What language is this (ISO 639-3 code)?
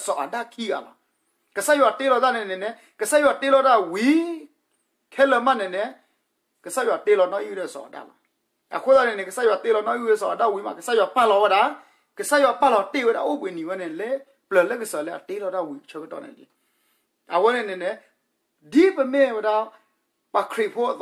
ksw